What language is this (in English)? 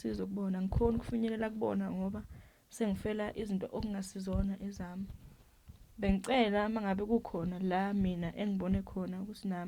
Zulu